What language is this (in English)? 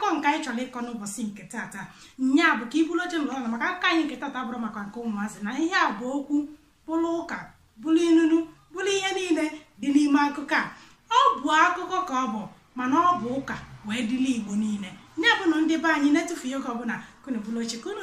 Igbo